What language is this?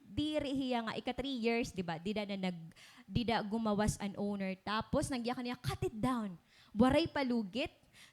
Waray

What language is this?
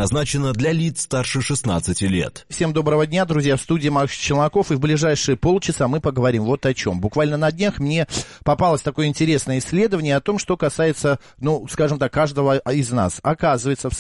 Russian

